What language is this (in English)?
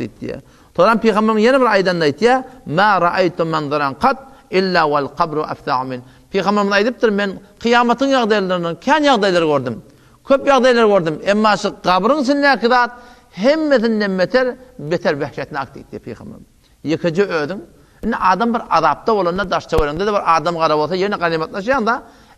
Turkmen